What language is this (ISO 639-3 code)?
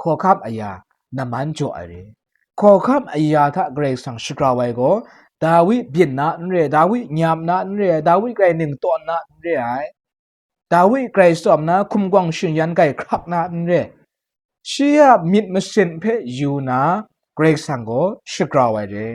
kac